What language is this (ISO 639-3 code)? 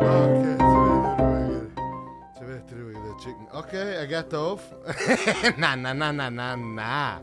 yid